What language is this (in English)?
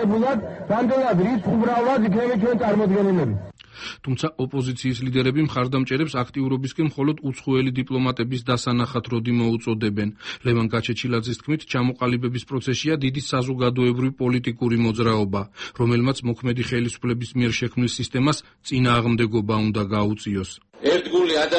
Georgian